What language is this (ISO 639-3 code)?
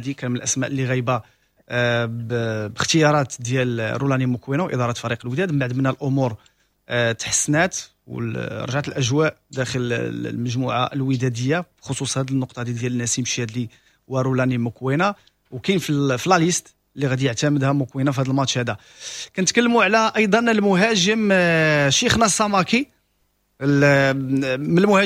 ary